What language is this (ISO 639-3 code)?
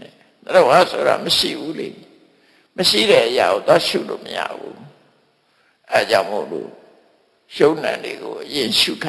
mya